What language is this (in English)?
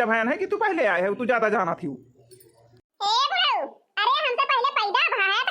Awadhi